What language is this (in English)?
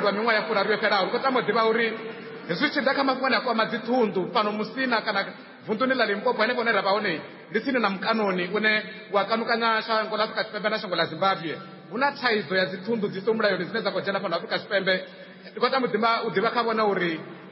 Venda